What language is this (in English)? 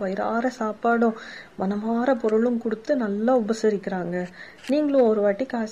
Tamil